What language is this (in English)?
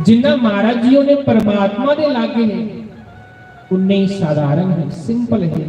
Dogri